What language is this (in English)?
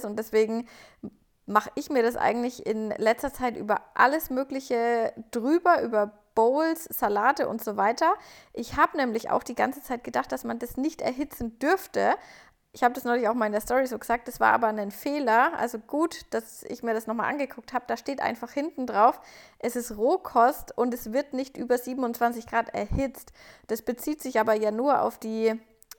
German